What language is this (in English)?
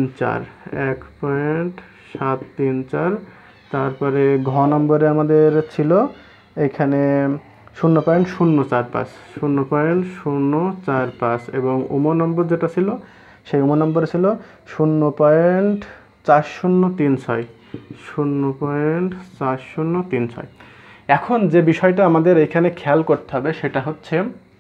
Bangla